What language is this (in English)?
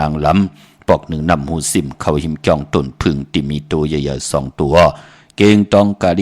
Shan